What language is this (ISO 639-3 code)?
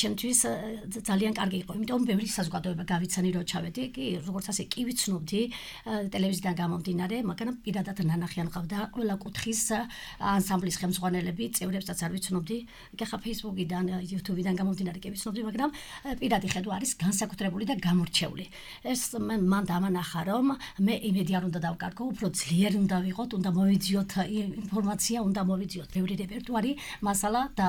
kat